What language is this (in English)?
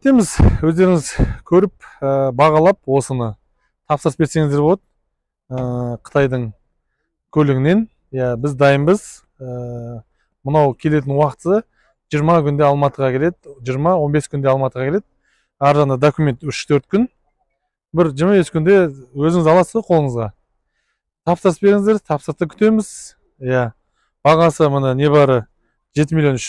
Kazakh